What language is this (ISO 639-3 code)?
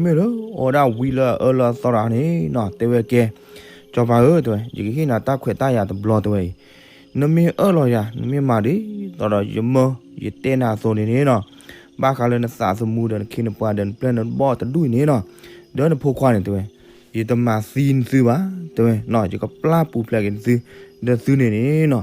ksw